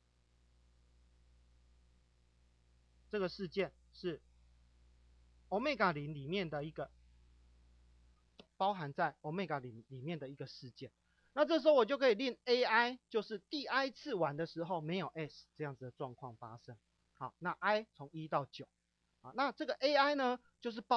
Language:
Chinese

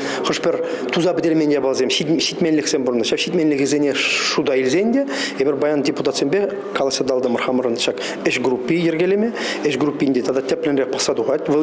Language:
Chuvash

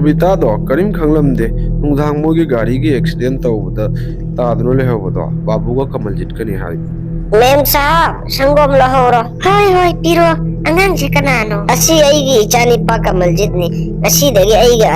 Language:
Manipuri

